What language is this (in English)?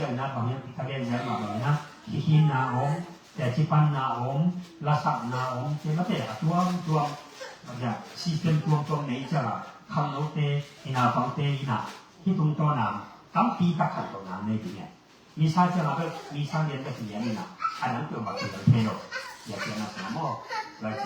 Tedim Chin